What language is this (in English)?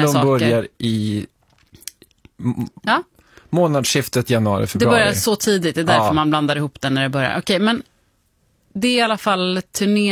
Swedish